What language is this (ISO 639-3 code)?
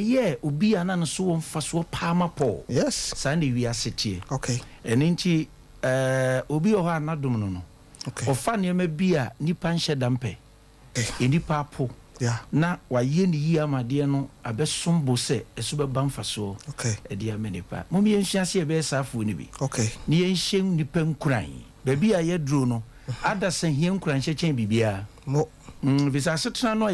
aka